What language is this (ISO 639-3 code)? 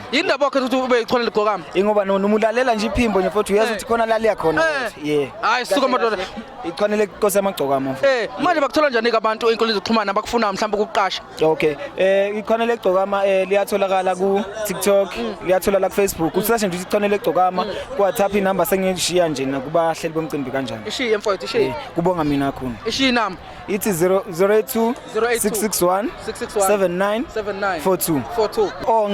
zul